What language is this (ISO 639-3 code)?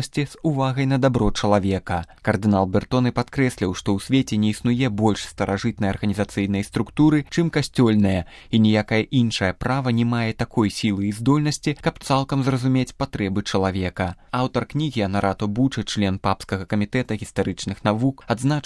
bel